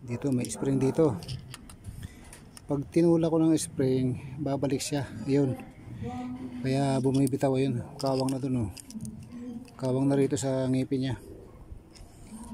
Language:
Filipino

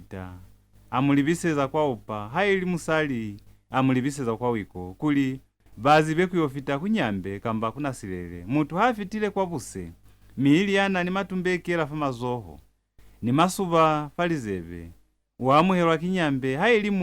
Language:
Lozi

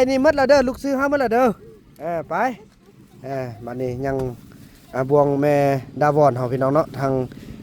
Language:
Northeastern Thai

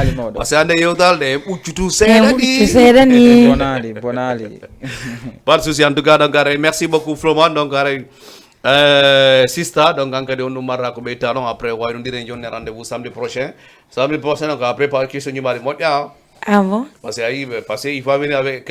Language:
Fula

